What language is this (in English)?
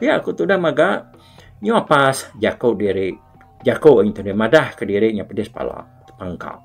Iban